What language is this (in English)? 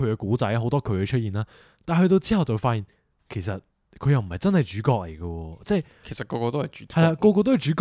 Cantonese